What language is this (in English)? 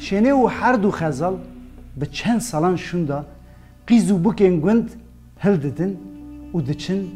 Kurdish